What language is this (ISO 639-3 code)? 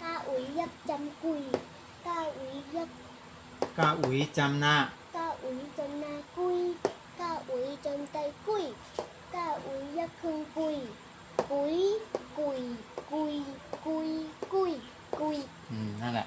shn